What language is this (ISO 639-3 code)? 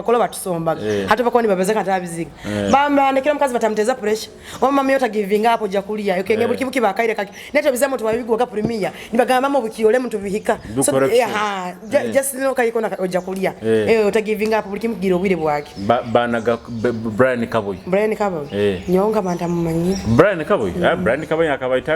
nyo